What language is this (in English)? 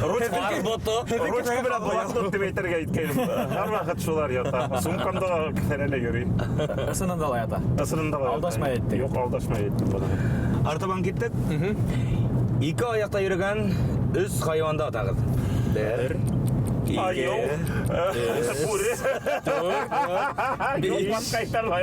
Bashkir